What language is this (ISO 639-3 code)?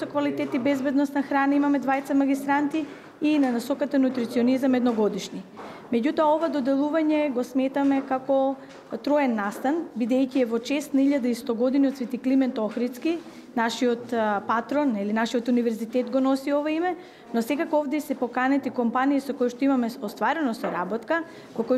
mkd